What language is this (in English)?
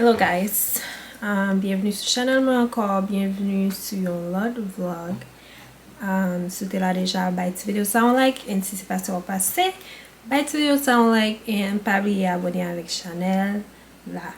Haitian Creole